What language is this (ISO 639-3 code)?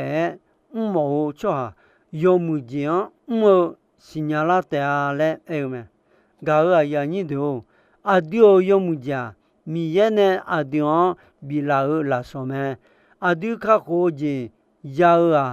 ahk